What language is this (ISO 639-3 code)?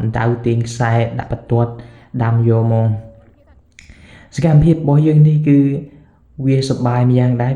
khm